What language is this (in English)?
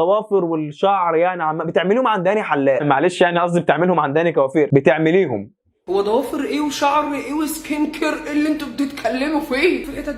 Egyptian Arabic